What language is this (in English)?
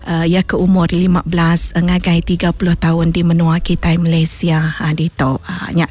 Iban